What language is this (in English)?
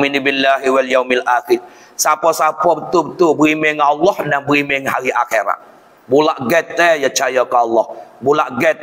Malay